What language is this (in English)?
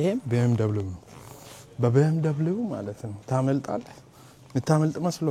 Amharic